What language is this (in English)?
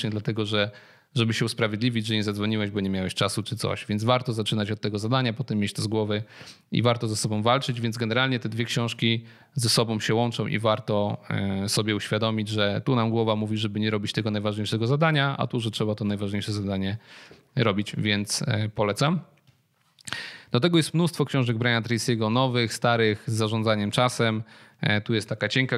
Polish